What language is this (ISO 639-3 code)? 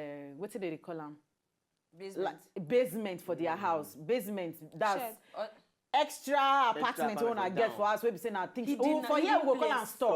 pcm